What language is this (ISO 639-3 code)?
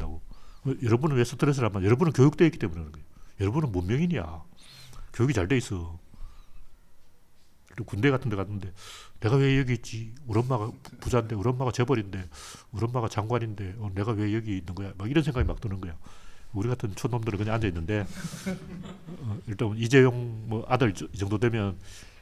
kor